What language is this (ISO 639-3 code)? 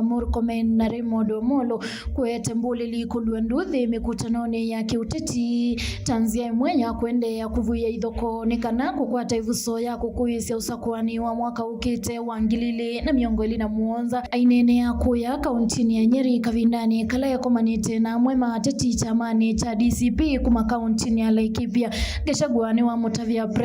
kam